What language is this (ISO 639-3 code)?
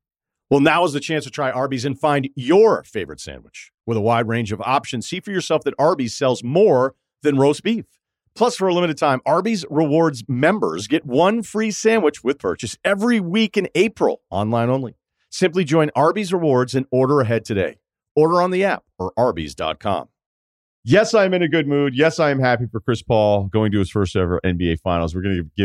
eng